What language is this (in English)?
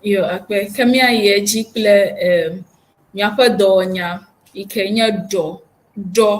Ewe